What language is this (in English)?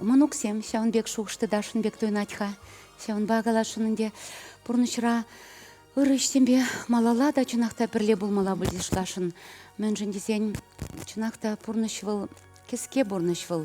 Chuvash